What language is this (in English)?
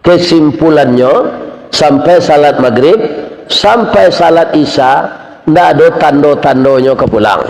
Minangkabau